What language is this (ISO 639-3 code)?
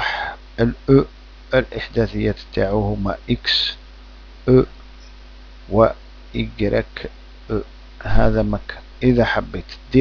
arq